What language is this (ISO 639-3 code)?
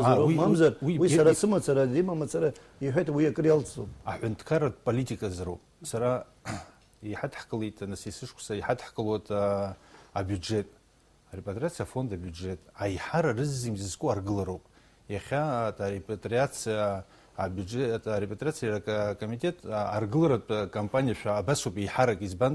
abk